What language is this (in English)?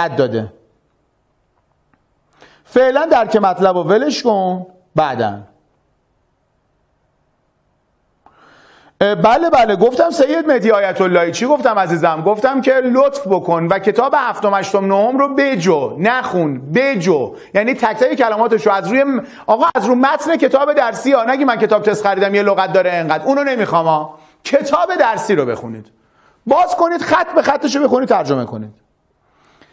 Persian